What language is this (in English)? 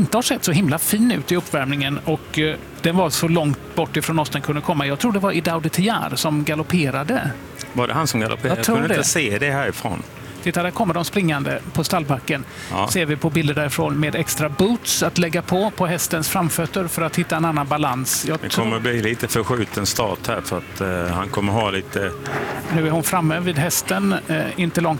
Swedish